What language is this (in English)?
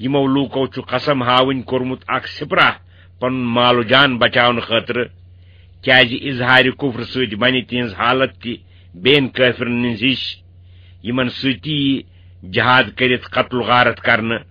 Kashmiri